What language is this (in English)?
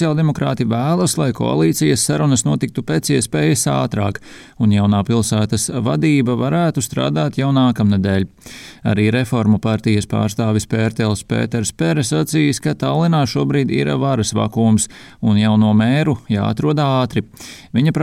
Latvian